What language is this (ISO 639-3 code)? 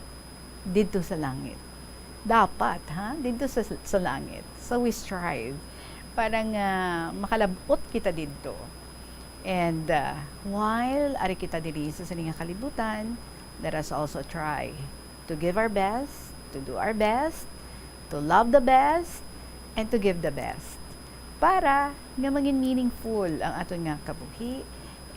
hil